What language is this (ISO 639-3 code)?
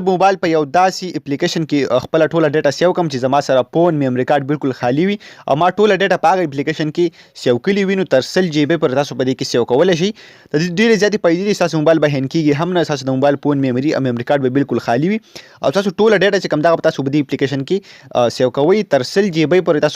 pus